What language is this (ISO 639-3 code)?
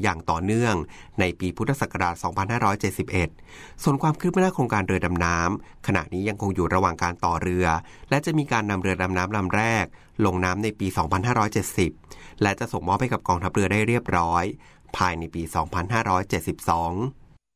tha